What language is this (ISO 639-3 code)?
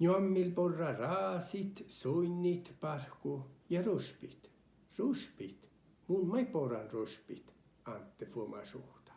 sme